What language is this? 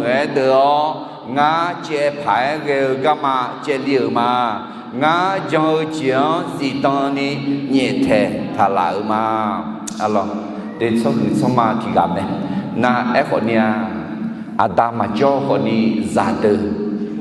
Akha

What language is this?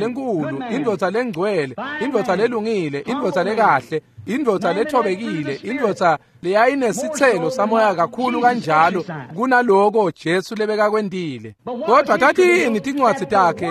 Swati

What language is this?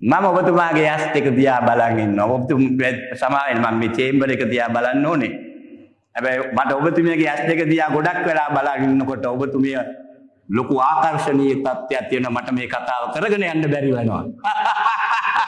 Sinhala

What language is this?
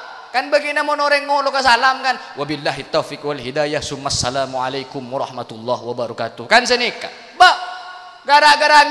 Madurese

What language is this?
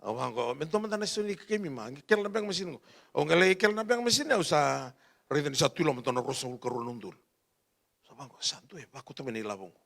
Fijian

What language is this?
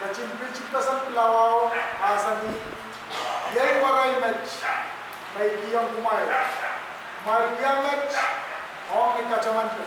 Pohnpeian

